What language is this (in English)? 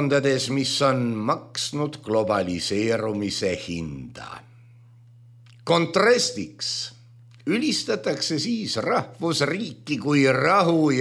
Estonian